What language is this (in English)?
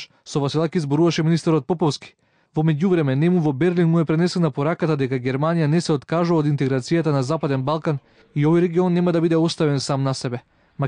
Macedonian